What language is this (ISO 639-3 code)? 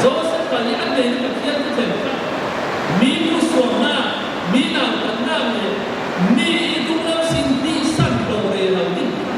cfm